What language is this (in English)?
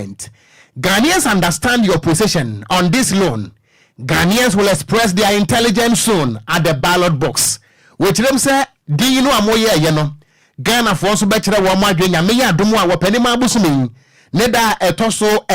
Akan